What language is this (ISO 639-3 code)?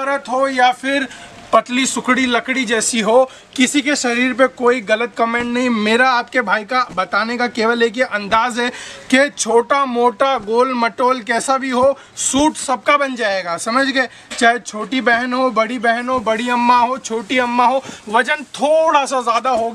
hin